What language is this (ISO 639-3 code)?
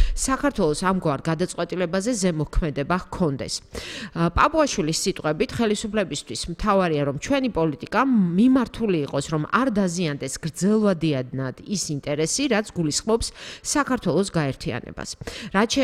kat